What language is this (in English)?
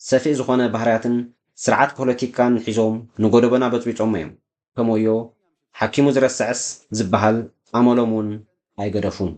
Tigrinya